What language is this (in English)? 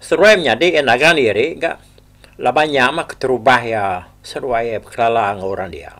Iban